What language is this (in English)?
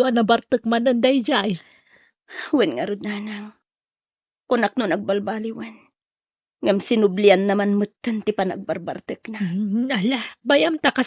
Iloko